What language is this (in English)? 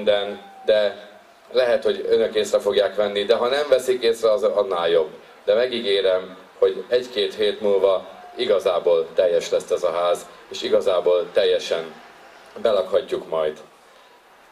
Hungarian